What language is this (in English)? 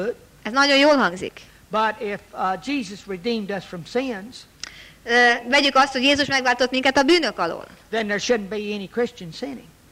Hungarian